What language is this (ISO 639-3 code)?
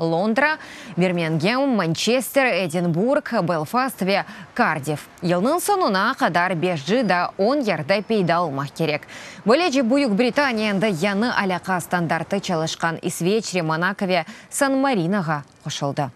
crh